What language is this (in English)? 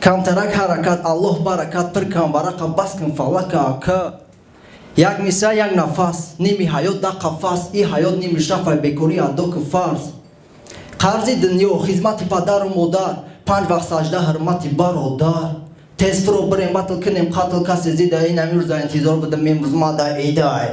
Tajik